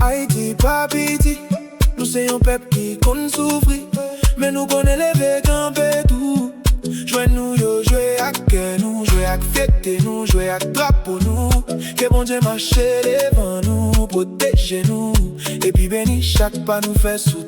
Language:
Haitian Creole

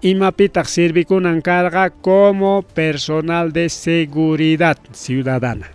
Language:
Ayacucho Quechua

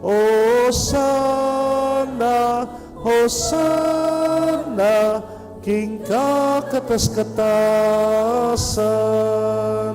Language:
Pampanga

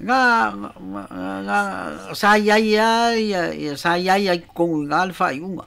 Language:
Samoan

